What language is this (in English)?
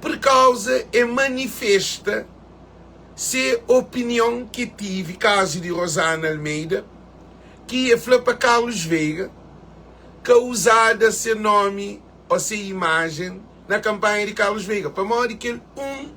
Kabuverdianu